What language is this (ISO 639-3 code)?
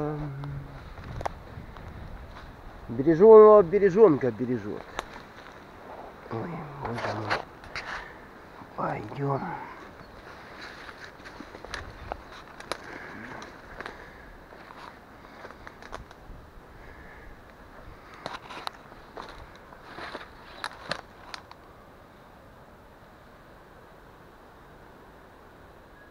rus